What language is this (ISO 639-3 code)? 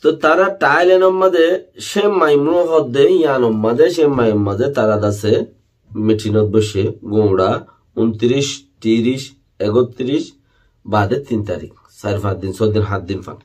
rhg